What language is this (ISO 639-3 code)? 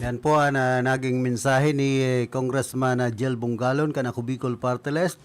bik